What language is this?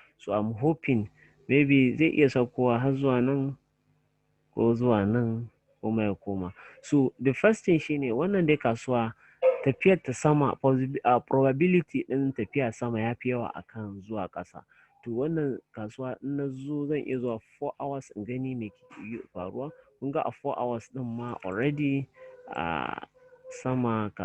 Hausa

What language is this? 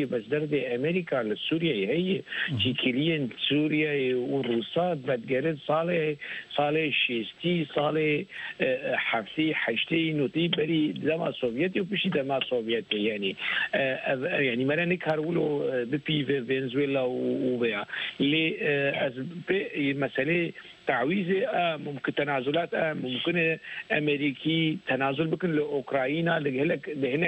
Kurdish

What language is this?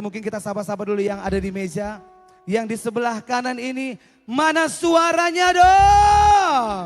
Batak Karo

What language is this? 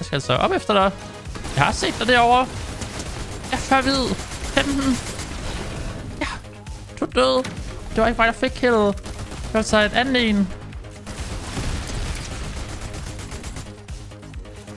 Danish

